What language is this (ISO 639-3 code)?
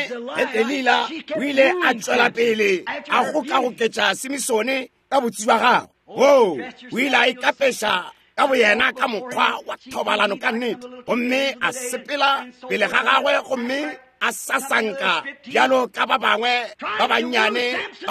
nso